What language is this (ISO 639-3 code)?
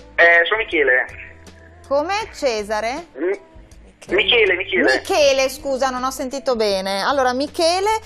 ita